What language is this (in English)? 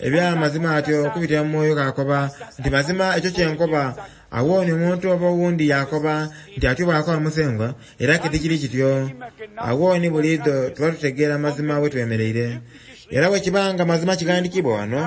Soga